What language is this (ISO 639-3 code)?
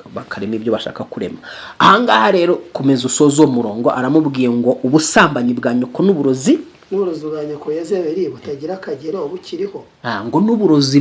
kin